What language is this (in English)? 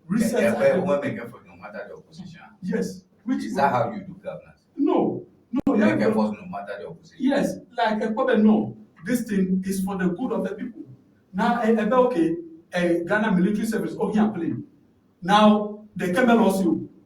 Ewe